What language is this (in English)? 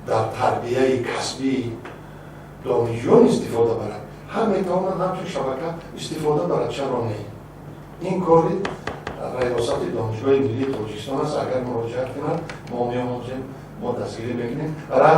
Tajik